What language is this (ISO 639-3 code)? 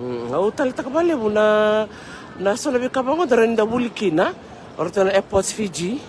fij